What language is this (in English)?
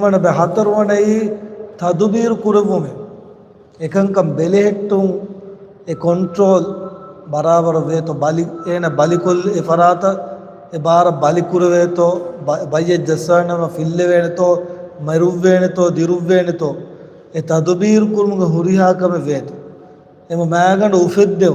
Divehi